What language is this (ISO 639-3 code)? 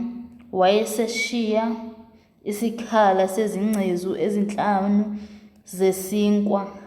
zul